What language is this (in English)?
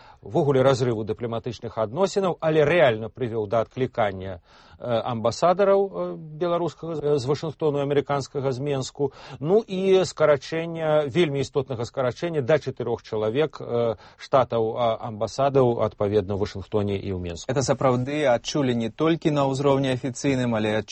Belarusian